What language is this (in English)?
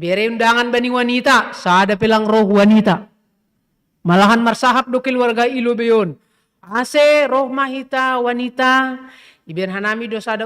Batak Simalungun